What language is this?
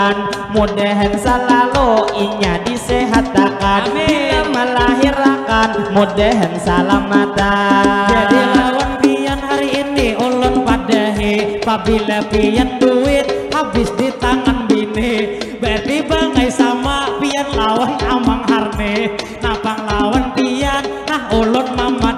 Banjar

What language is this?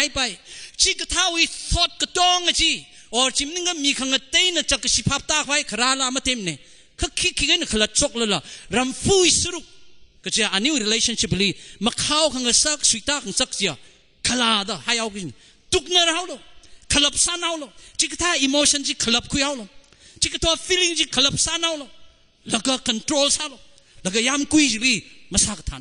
Tangkhul Naga (India)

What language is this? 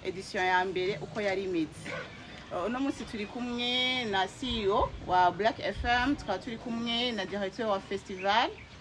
Rundi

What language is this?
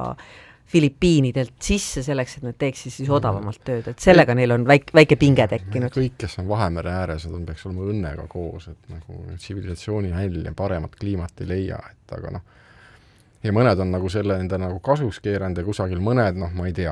Estonian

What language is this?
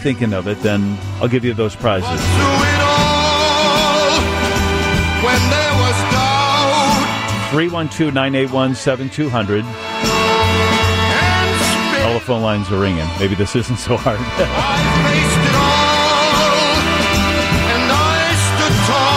English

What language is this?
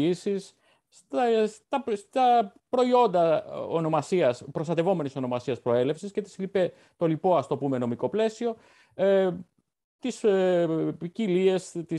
Greek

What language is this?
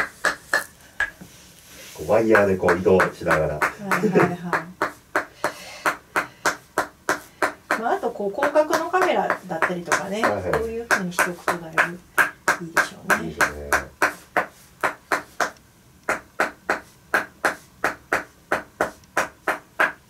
Japanese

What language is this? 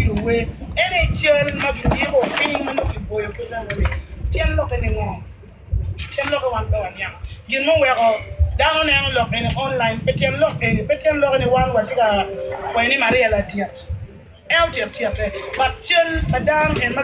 Acoli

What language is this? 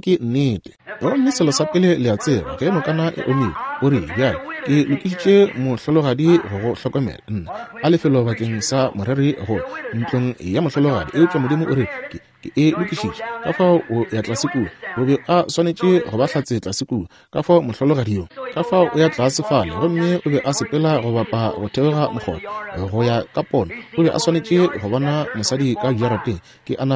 Northern Sotho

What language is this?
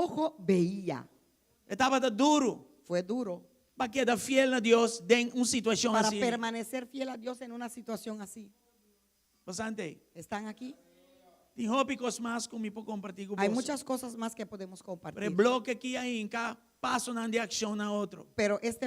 Papiamento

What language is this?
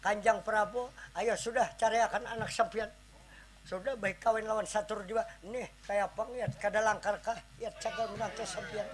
Banjar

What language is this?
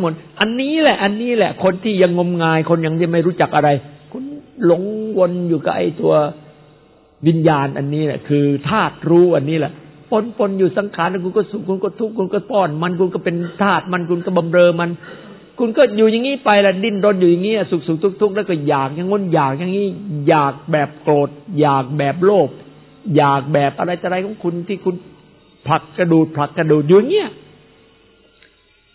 Thai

